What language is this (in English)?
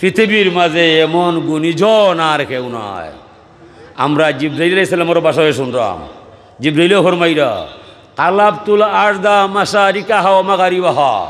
Sylheti